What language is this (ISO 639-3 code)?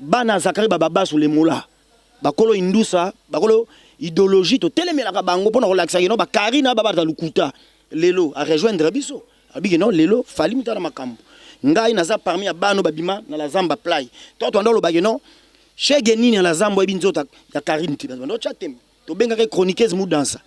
lin